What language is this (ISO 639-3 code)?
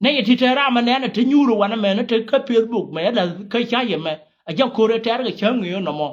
nus